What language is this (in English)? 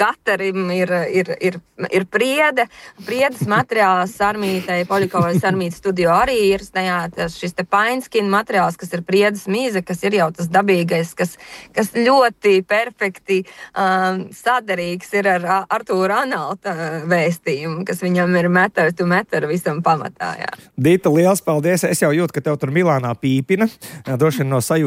Latvian